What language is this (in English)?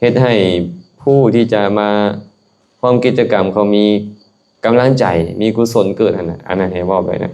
Lao